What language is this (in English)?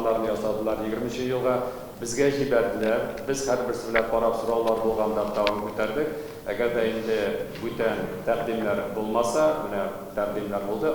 Tatar